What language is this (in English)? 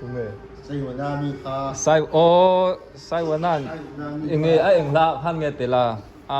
Mizo